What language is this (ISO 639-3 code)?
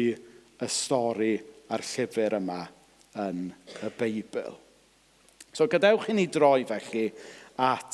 cym